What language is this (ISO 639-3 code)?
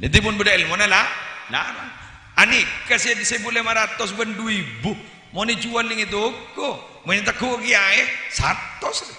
mad